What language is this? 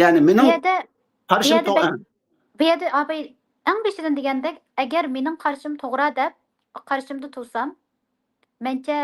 Uyghur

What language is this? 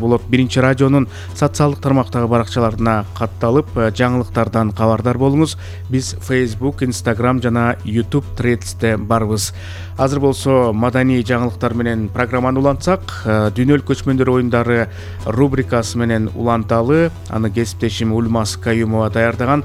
Kyrgyz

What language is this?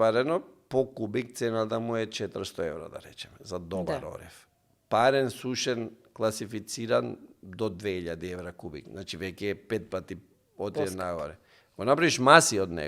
Macedonian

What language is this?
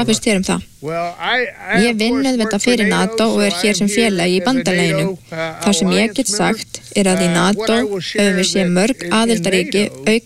Icelandic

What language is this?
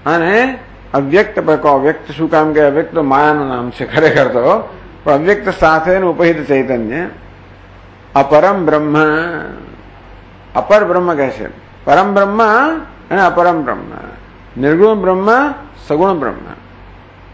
Gujarati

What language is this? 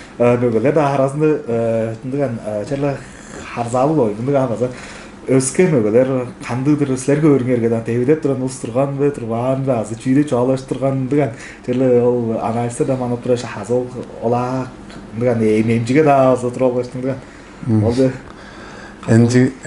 Tuvinian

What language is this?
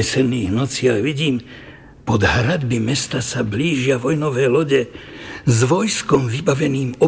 Slovak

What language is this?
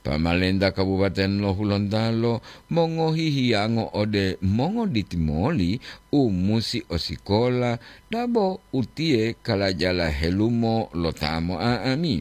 Gorontalo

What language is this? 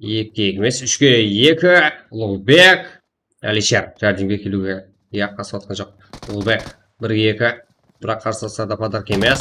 Kara-Kalpak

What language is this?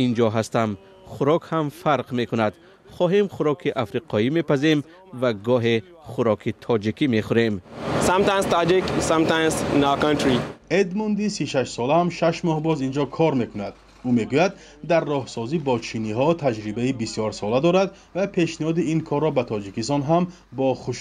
Tajik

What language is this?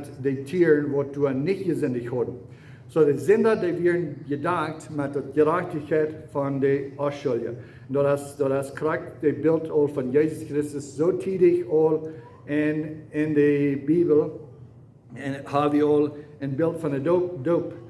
Plautdietsch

